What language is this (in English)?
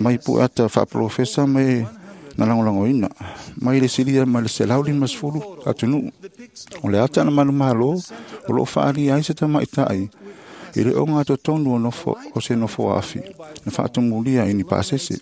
Samoan